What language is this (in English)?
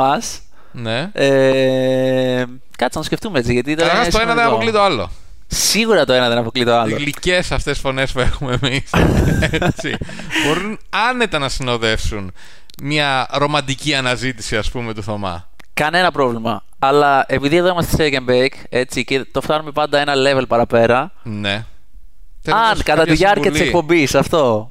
Greek